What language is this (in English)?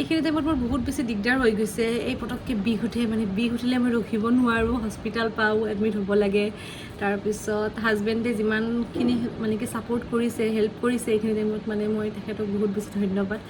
Assamese